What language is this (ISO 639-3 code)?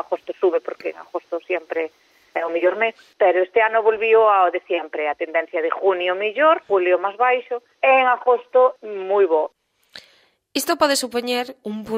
glg